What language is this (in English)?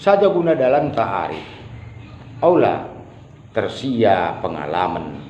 Batak Karo